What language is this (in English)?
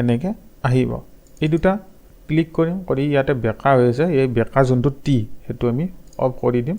Assamese